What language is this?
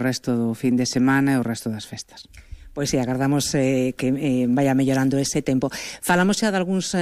Galician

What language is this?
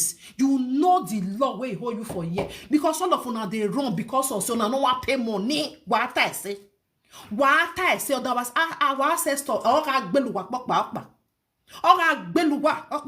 Nigerian Pidgin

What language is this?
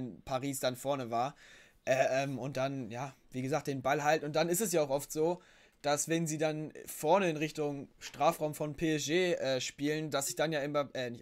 German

